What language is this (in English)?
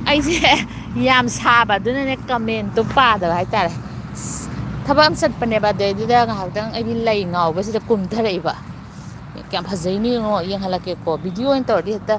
Manipuri